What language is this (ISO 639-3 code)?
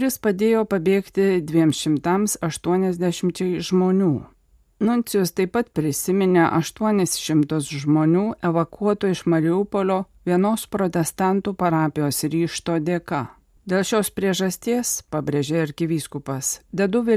lit